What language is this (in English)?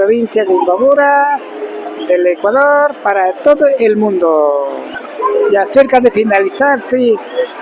Imbabura Highland Quichua